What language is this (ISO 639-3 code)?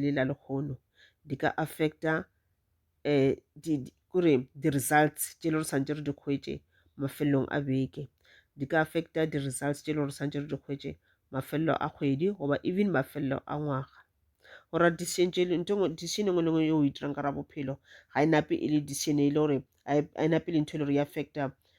nso